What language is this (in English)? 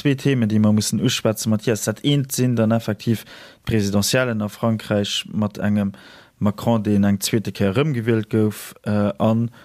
Luxembourgish